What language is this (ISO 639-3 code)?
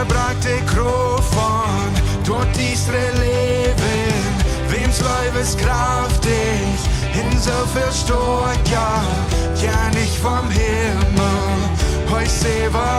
pdt